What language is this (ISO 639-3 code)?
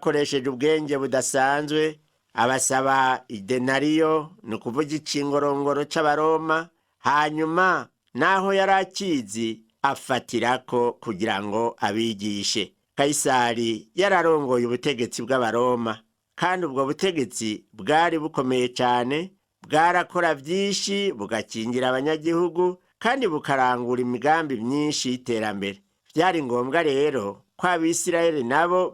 run